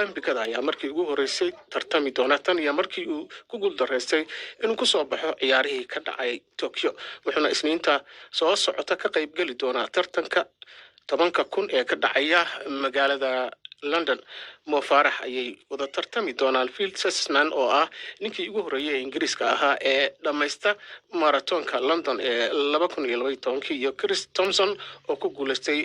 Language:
Somali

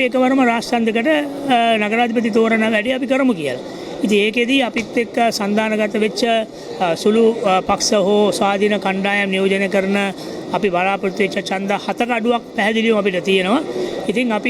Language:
Sinhala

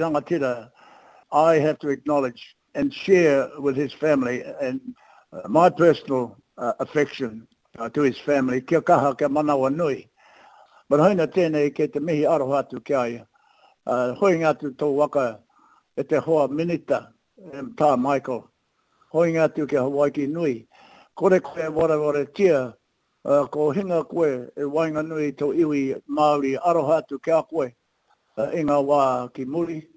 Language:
Māori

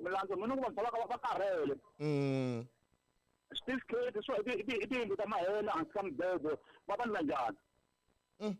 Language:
Tsonga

